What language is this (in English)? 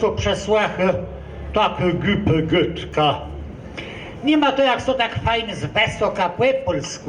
Kashubian